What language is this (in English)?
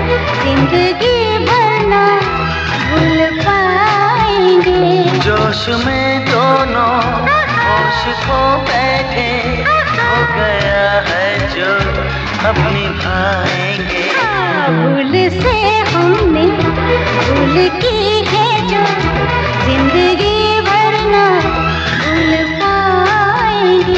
Hindi